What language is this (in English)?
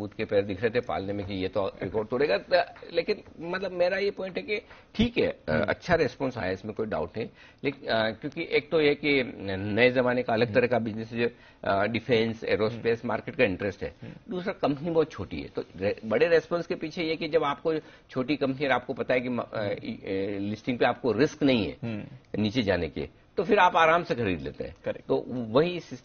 Hindi